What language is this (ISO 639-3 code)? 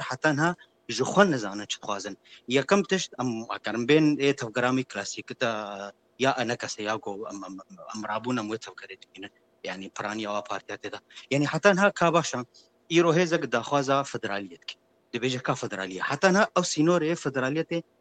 kur